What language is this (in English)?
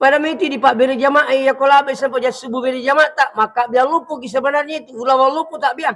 Buginese